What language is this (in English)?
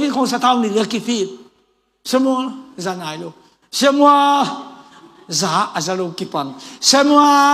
Tedim Chin